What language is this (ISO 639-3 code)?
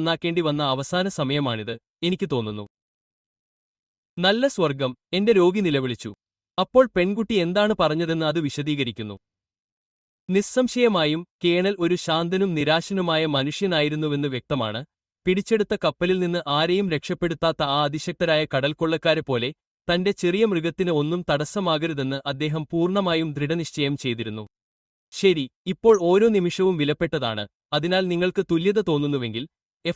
mal